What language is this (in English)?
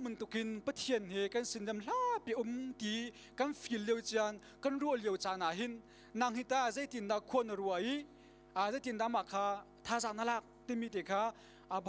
Hakha Chin